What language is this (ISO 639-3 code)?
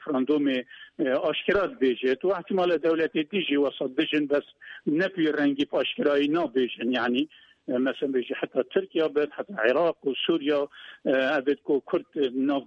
kur